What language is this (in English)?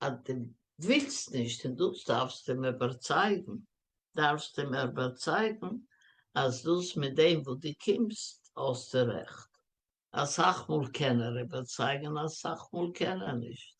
Yiddish